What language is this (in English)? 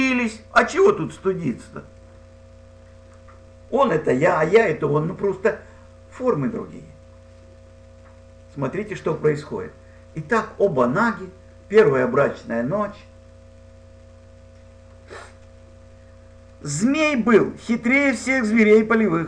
Russian